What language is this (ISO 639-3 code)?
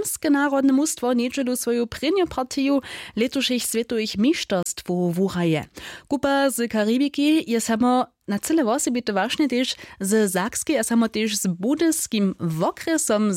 hsb